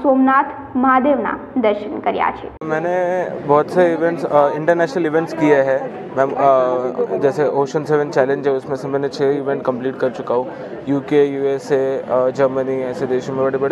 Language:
Gujarati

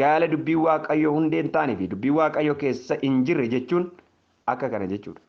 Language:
Oromo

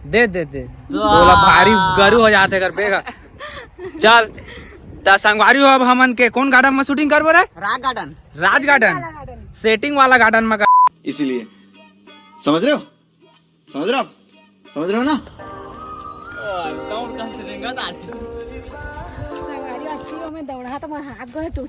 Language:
Chhattisgarhi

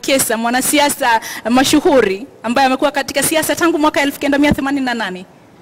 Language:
Swahili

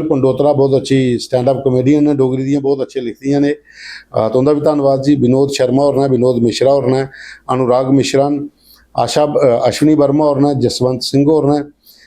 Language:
Dogri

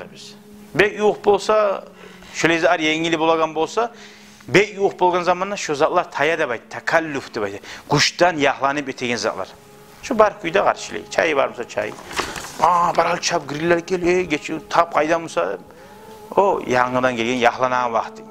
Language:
Kumyk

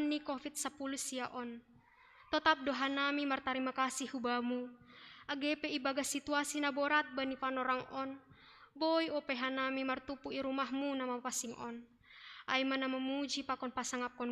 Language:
Batak Simalungun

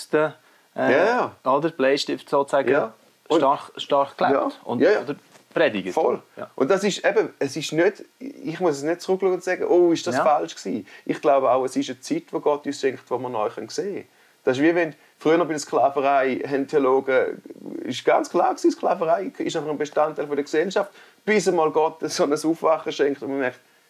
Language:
Swiss German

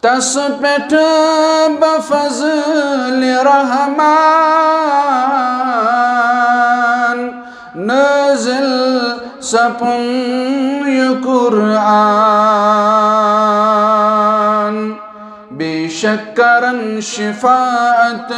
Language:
Kashmiri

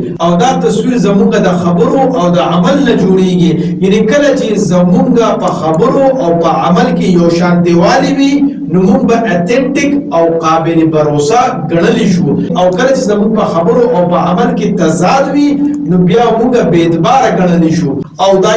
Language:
Pashto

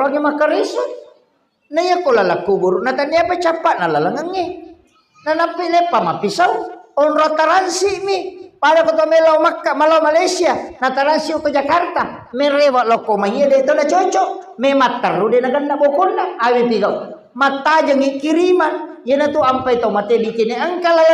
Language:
Buginese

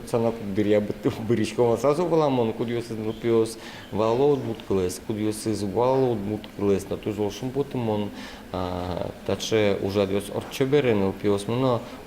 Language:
Udmurt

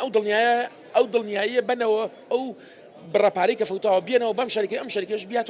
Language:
Central Kurdish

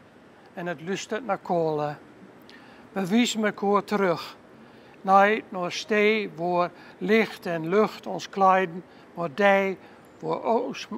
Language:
Gronings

